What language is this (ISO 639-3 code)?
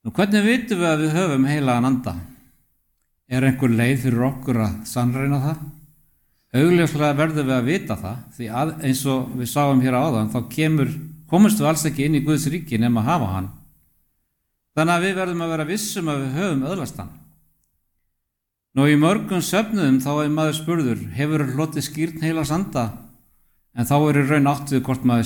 isl